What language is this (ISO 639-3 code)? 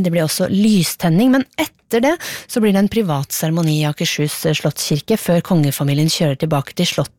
nor